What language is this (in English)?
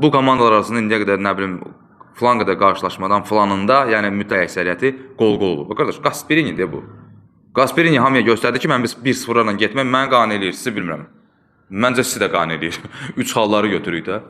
Azerbaijani